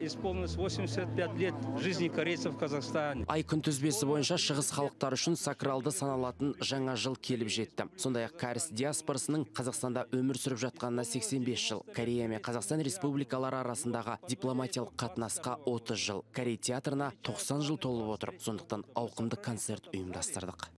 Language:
Kazakh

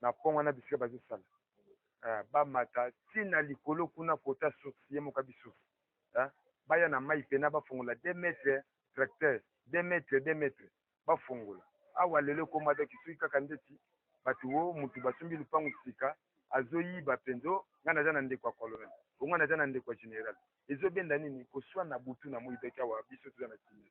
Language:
Lingala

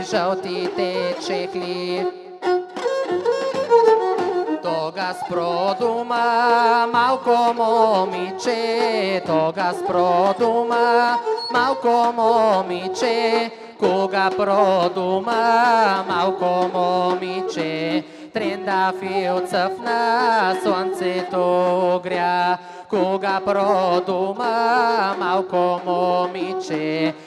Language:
Bulgarian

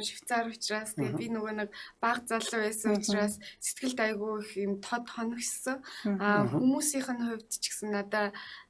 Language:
Mongolian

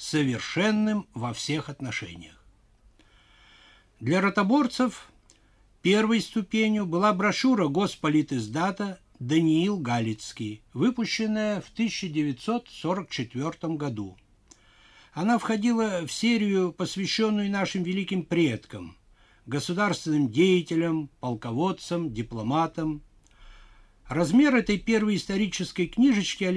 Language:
Russian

